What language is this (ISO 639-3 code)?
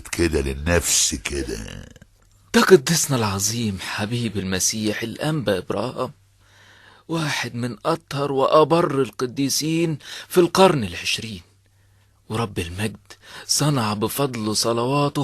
arz